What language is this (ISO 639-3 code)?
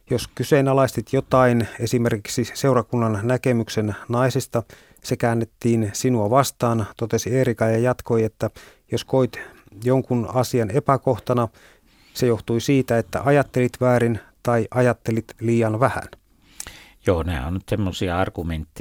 fin